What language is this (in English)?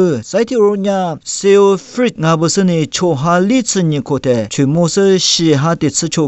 Lisu